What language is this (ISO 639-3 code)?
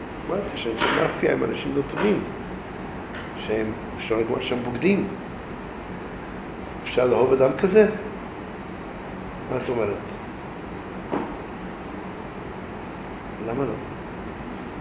heb